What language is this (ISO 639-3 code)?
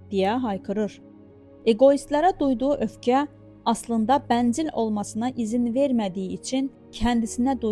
aze